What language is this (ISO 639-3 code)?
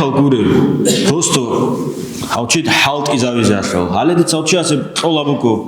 ava